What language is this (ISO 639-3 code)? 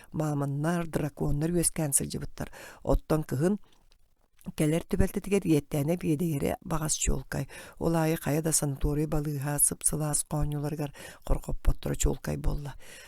sah